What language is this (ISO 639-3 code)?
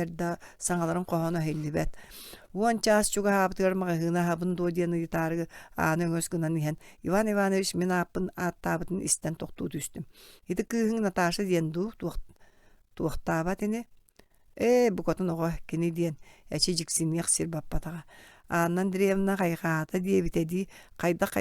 sah